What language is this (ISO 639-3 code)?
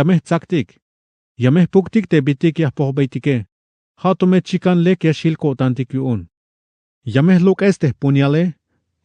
tzh